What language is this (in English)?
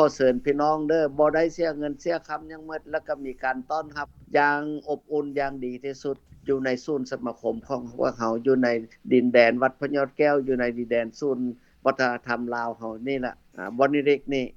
Lao